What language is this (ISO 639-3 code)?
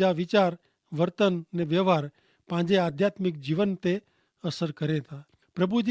kfr